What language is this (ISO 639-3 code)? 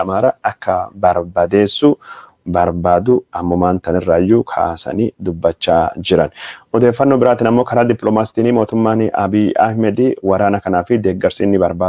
orm